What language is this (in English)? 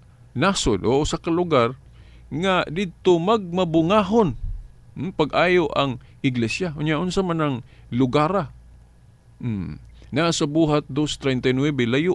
Cebuano